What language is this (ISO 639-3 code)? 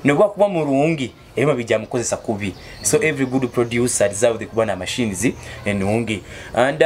nyo